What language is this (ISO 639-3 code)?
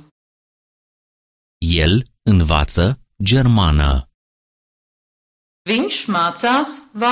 ron